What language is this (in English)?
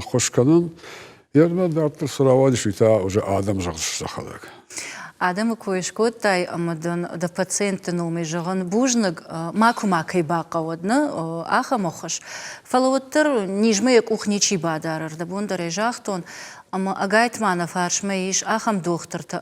Ossetic